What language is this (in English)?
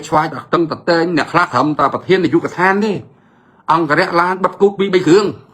Khmer